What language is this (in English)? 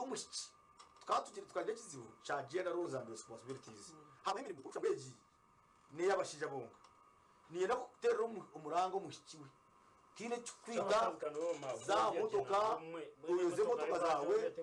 Nyankole